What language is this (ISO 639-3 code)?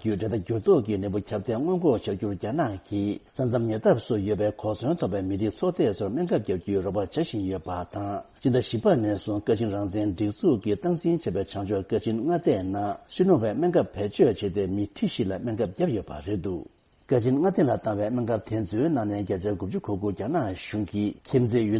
bod